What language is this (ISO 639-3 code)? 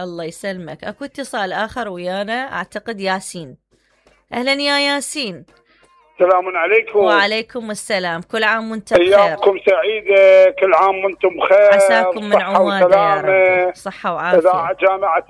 acm